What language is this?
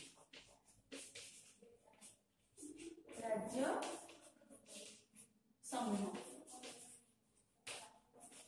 Odia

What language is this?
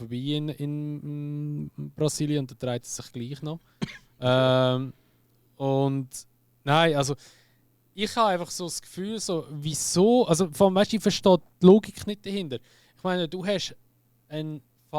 Swiss German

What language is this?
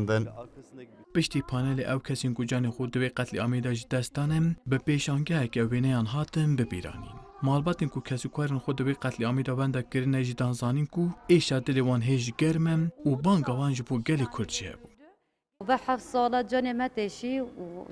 Kurdish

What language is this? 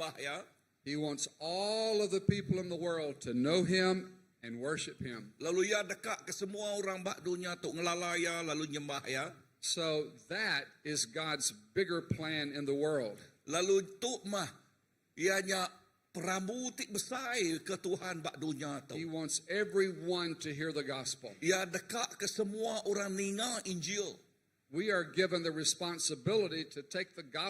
Iban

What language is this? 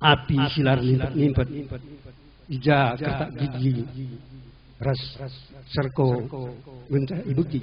Batak Karo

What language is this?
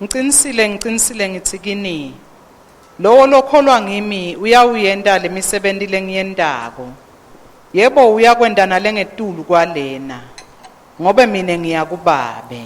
Swati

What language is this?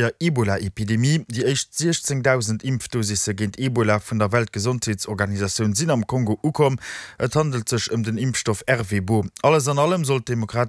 Luxembourgish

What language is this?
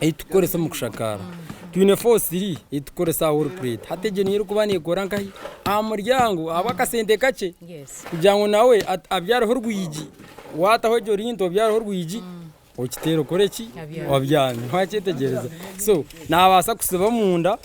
Nyankole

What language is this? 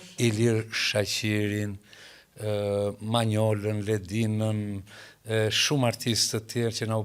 Albanian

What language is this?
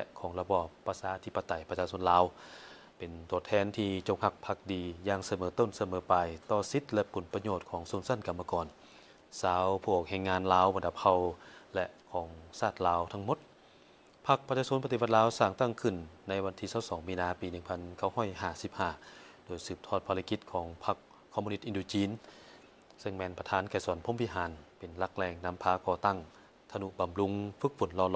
Lao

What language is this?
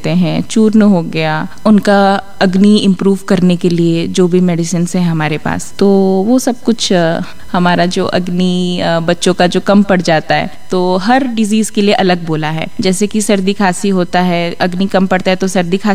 Hindi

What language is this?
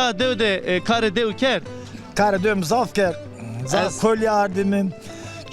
Zaza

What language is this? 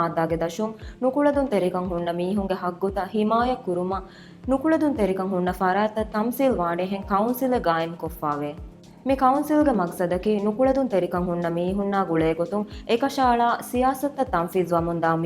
Divehi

